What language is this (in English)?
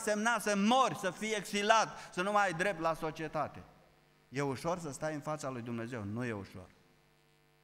Romanian